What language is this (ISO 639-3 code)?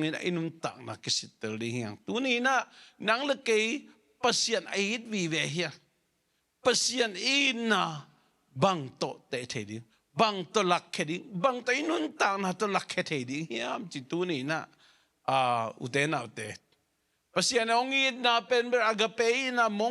ctd